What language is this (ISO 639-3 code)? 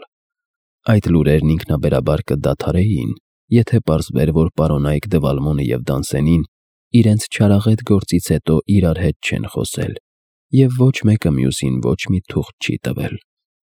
hye